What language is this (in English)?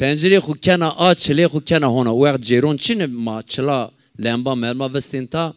Zaza